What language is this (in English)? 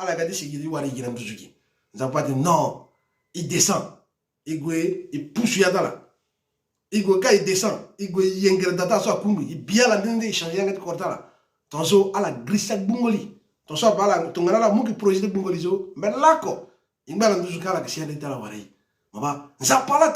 Sango